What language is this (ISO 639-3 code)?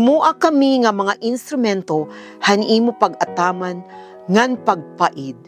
war